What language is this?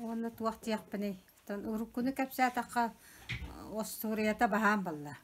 Yakut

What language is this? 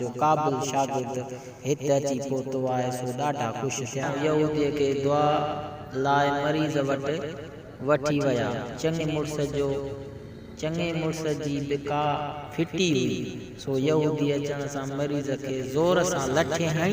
Sindhi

